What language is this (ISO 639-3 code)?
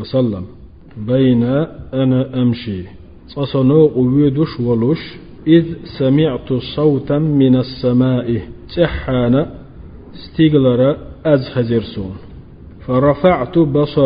che